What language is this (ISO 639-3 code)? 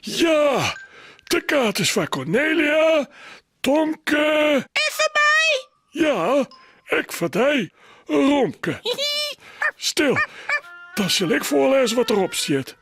fry